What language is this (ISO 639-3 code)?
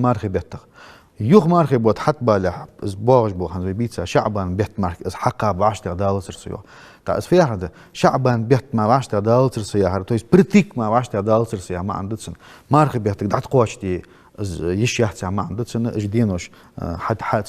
inh